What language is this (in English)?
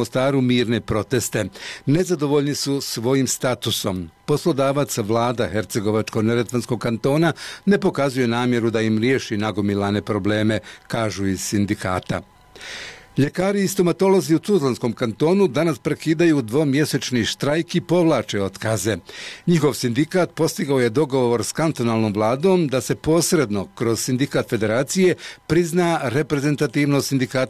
Bosnian